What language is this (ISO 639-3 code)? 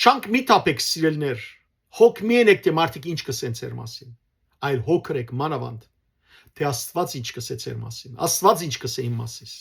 hyw